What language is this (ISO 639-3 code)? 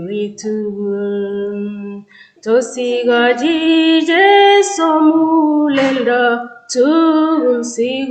kln